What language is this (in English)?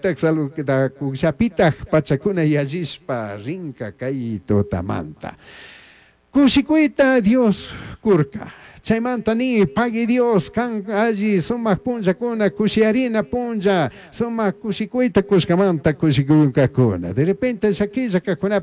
Chimborazo Highland Quichua